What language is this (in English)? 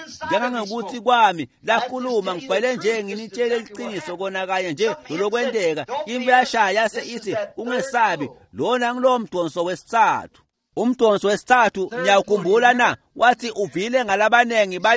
Swati